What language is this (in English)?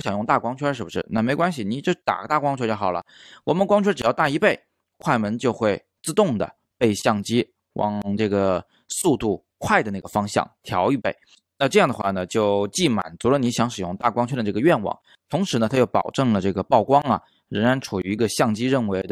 Chinese